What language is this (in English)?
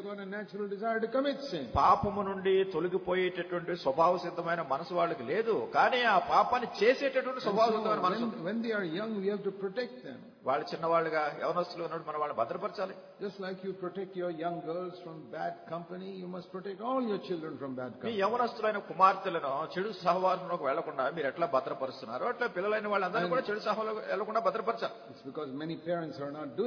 Telugu